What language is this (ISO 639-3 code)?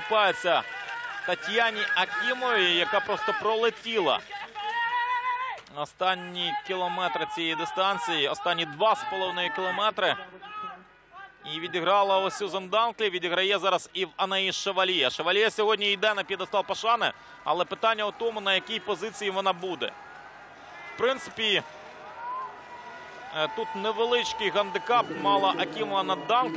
ukr